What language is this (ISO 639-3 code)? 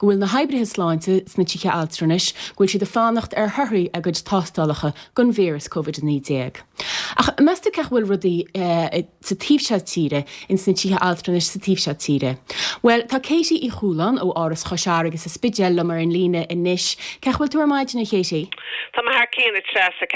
gle